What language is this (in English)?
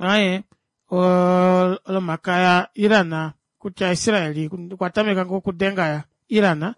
Kuanyama